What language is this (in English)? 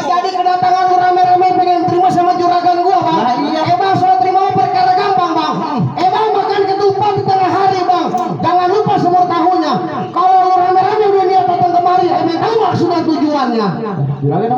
Betawi